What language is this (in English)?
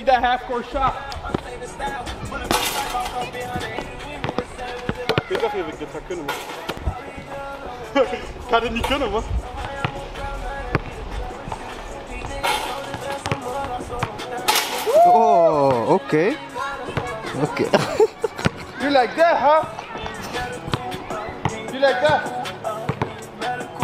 Dutch